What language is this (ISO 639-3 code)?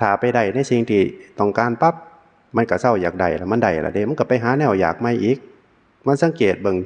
tts